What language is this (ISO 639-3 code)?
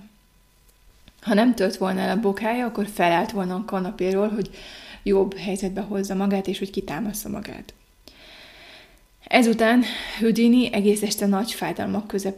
hun